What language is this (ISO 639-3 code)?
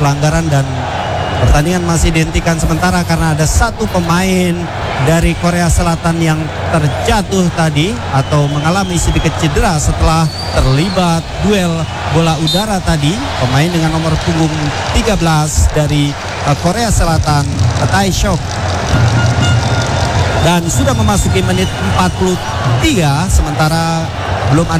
ind